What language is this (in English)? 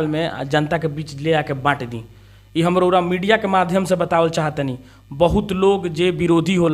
Bhojpuri